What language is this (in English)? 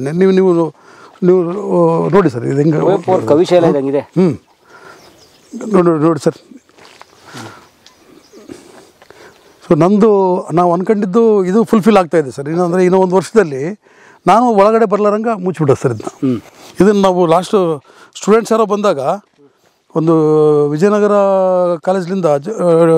Kannada